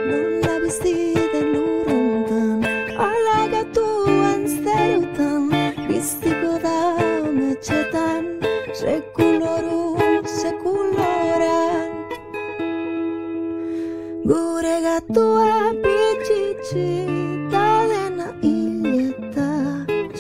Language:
Basque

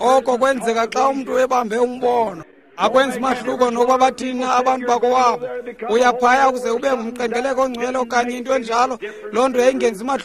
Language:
Xhosa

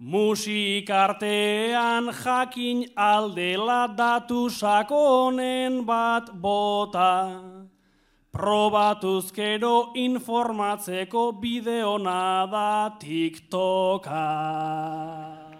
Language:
Basque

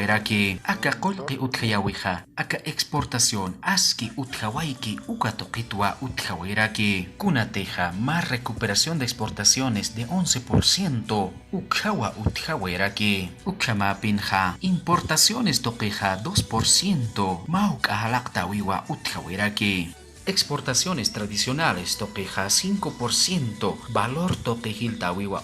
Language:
Aymara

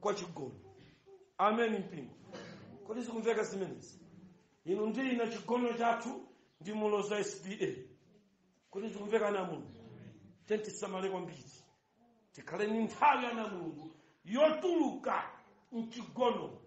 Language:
Nyanja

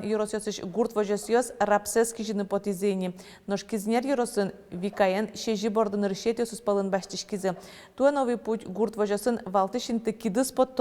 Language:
Udmurt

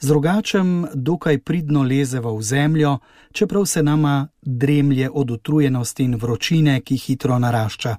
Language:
Slovenian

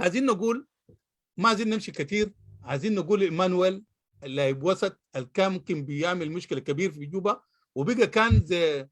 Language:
Sudanese Arabic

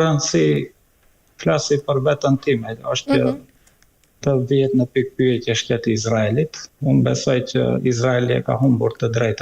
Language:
Albanian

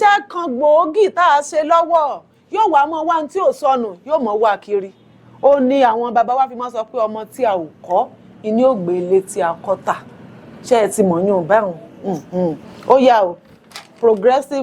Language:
Yoruba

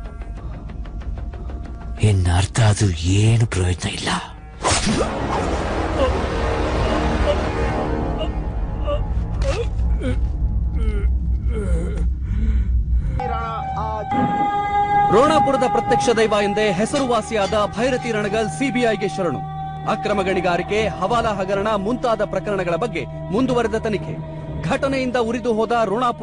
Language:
Kannada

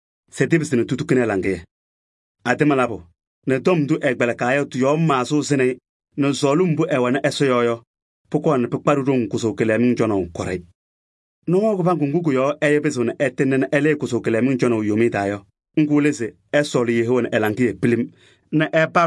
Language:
Kabiyè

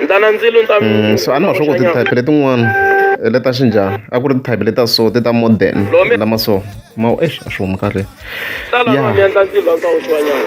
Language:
Tsonga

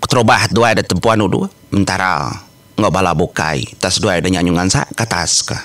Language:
Iban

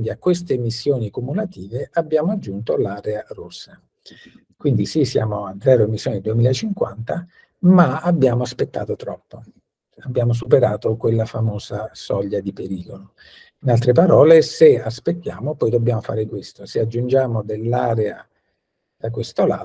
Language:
Italian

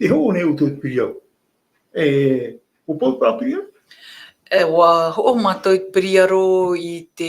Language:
Tahitian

